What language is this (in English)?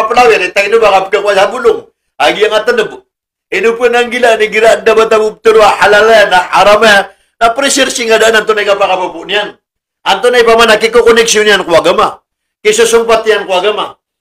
Maranao